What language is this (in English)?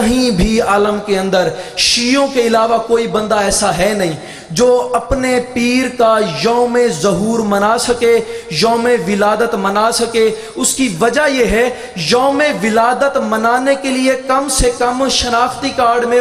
Urdu